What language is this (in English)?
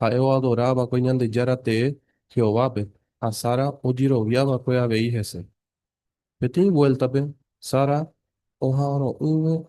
Guarani